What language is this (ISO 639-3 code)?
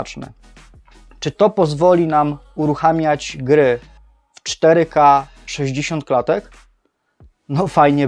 pol